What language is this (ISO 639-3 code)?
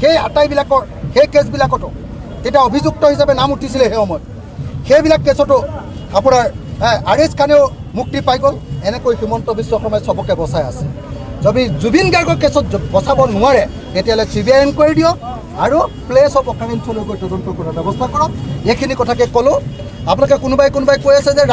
asm